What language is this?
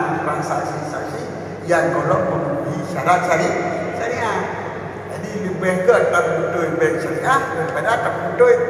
Achinese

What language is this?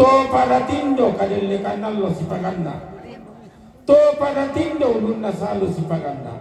Toraja-Sa'dan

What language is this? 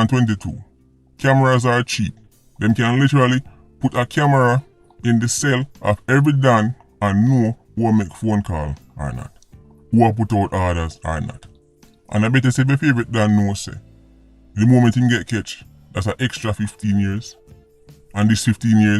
Jamaican Creole English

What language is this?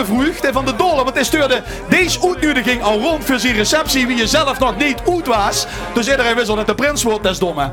Limburgish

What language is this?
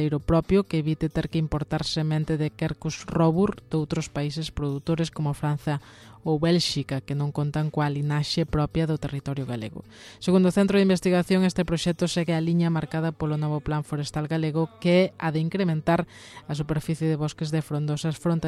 Galician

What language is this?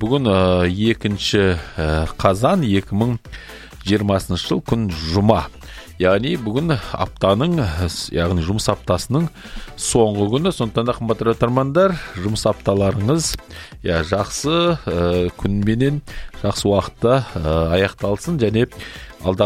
Kazakh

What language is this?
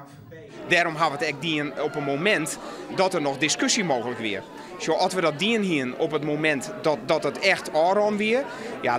Western Frisian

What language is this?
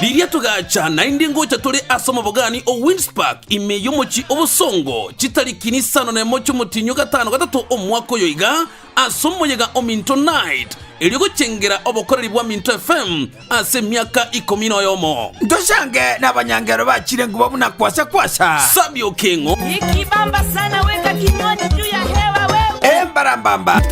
Gusii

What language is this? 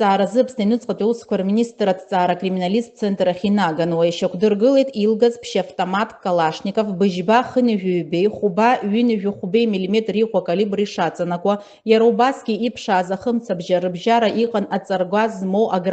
Abkhazian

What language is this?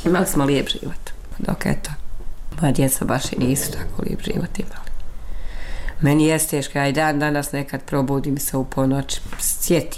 Bosnian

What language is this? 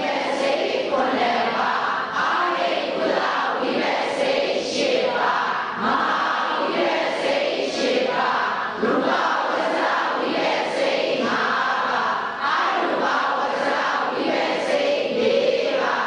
Burmese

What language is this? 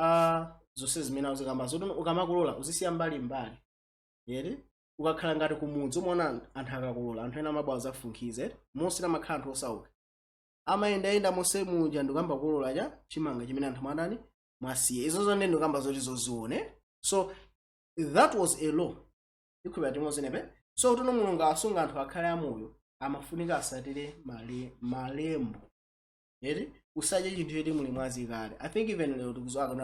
Nyanja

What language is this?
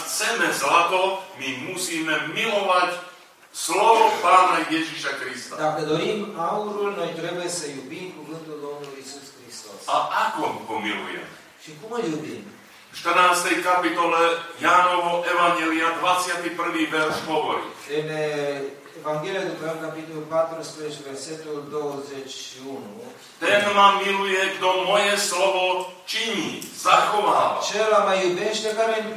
Slovak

